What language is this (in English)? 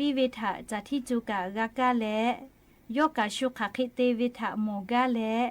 Lahu